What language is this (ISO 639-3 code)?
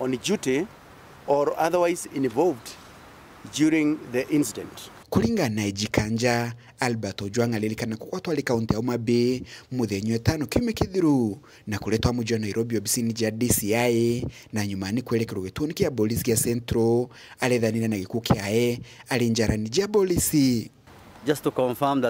mer